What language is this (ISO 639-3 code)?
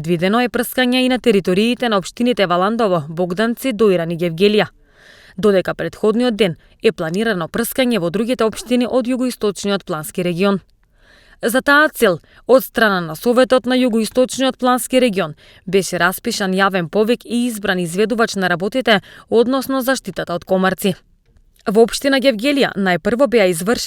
mkd